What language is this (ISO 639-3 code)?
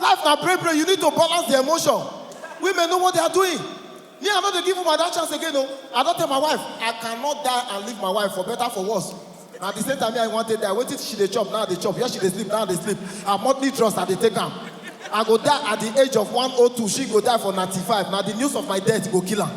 pcm